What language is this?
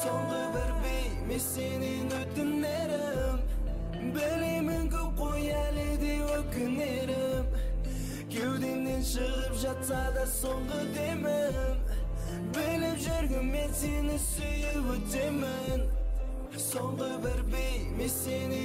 Kazakh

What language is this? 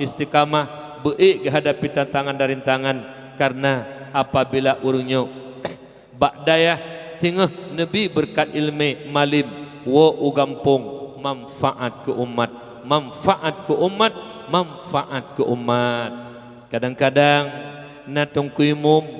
Achinese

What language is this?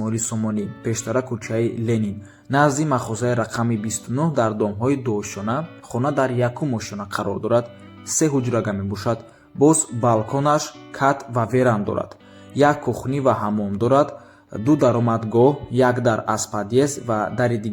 Tajik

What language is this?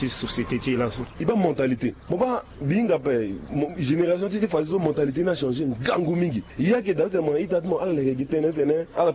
Sango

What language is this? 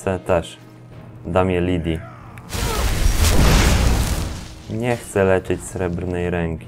Polish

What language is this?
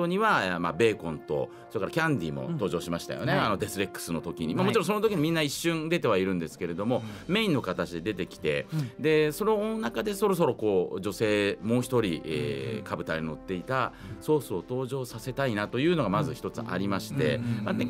Japanese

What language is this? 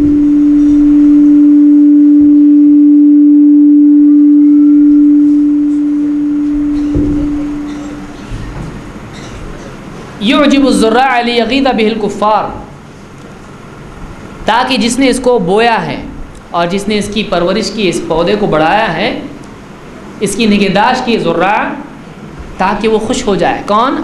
Urdu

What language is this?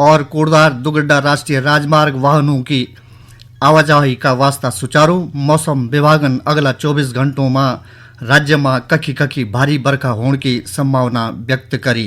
Garhwali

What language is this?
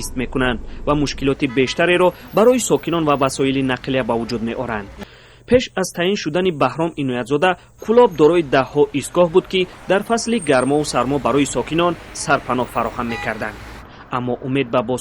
Tajik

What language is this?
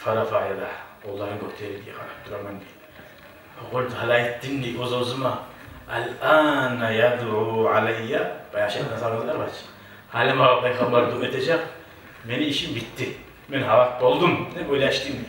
Kumyk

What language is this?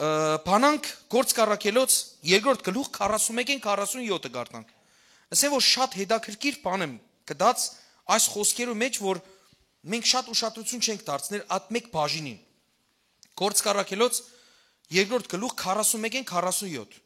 Western Armenian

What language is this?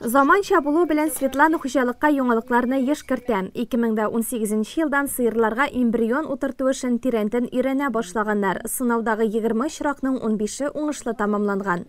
Tatar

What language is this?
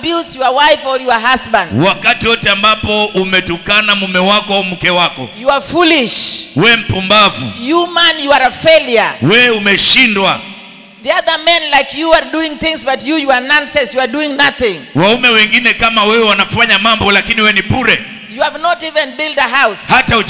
Swahili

